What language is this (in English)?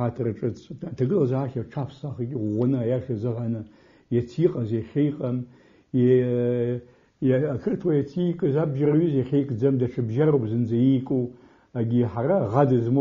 Abkhazian